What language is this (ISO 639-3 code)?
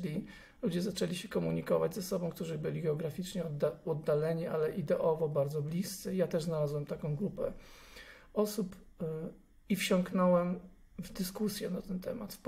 pol